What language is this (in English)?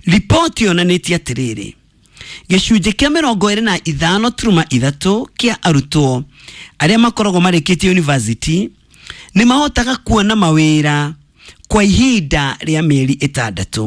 Kikuyu